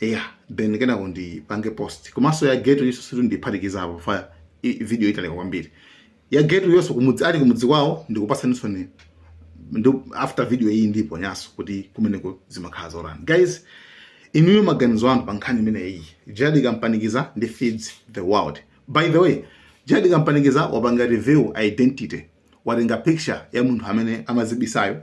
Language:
Nyanja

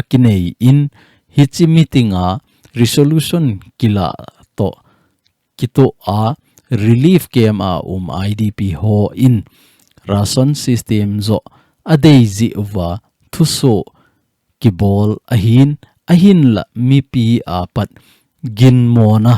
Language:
Thado Chin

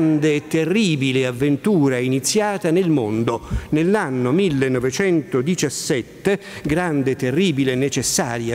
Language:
Italian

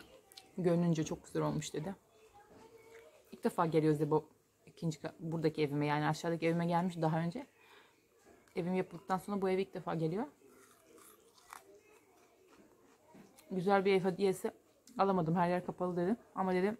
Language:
Turkish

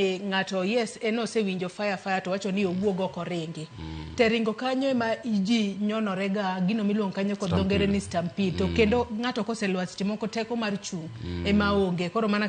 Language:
Luo (Kenya and Tanzania)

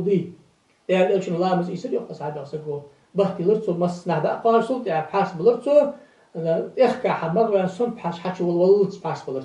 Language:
Ingush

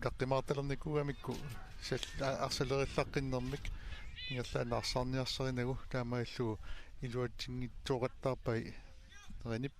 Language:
Kalaallisut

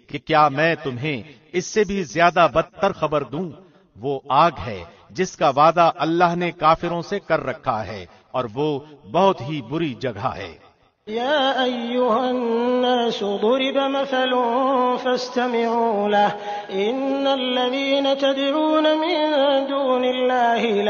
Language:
Urdu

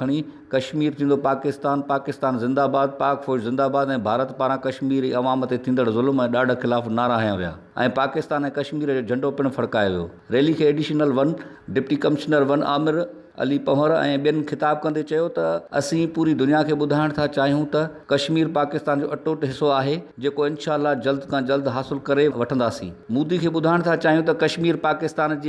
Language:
Sindhi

